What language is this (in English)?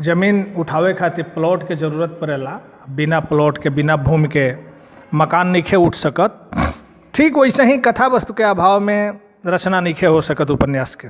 Bhojpuri